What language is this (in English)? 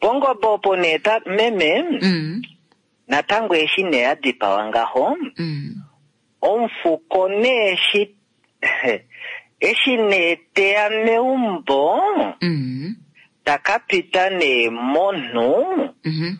Kuanyama